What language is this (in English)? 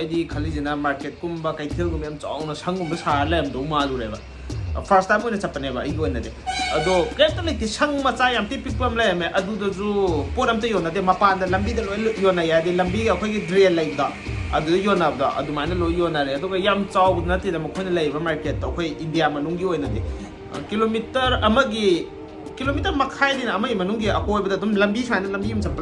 Manipuri